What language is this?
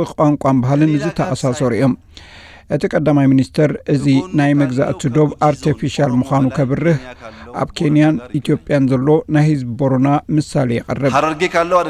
Tigrinya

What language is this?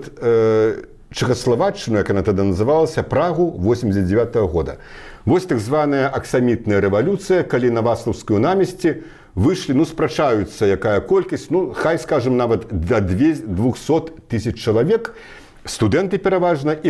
Belarusian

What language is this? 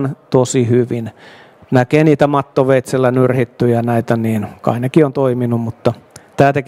Finnish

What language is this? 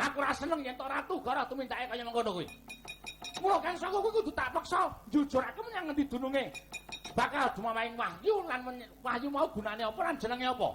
Javanese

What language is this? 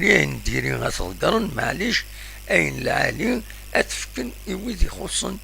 Kabyle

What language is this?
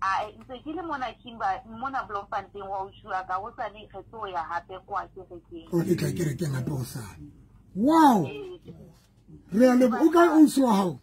Southern Sotho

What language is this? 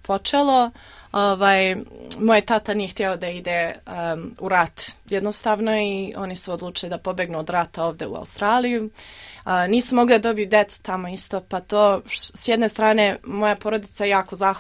Serbian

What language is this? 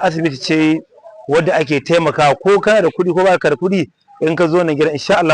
Hausa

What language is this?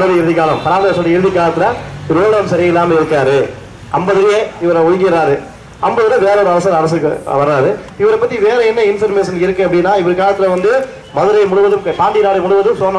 Tamil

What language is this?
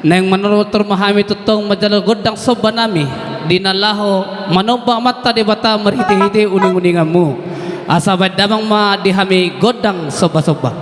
Batak Toba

